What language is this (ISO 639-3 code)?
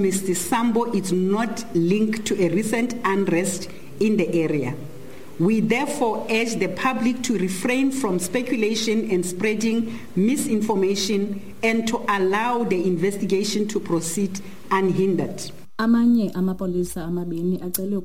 xho